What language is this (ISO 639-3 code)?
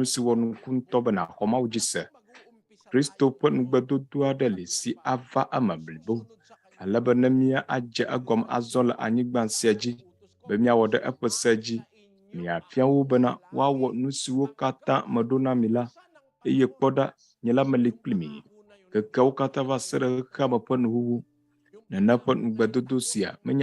ewe